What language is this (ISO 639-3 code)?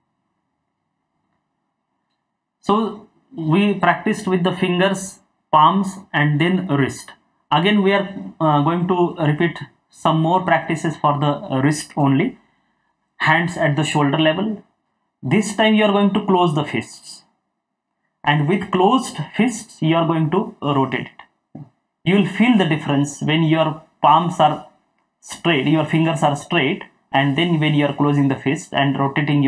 eng